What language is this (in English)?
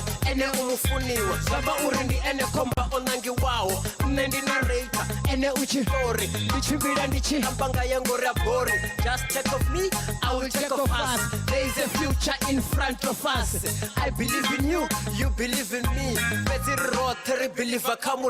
Venda